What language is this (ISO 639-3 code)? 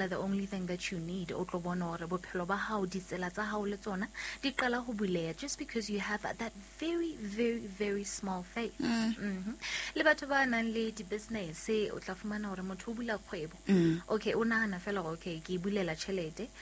sot